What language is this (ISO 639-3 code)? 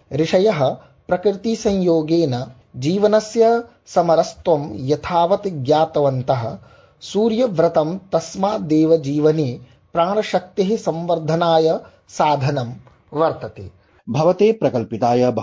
san